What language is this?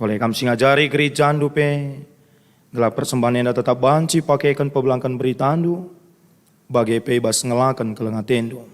Batak Karo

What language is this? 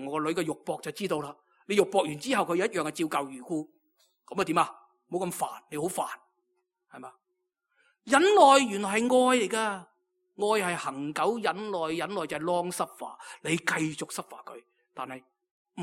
Cantonese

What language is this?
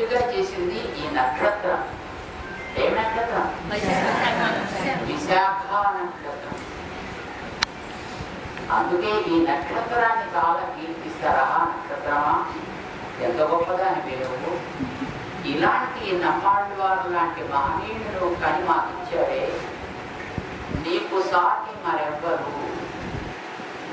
Telugu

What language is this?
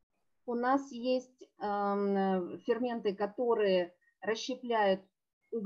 Russian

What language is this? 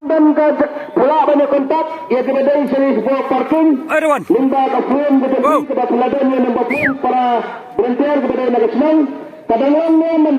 Khasi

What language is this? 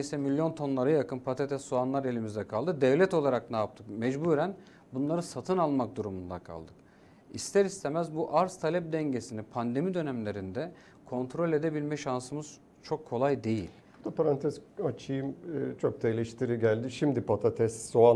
Turkish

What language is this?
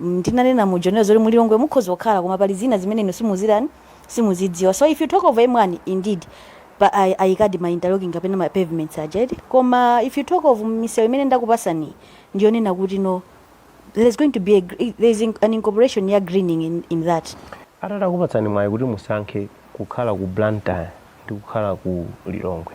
Nyanja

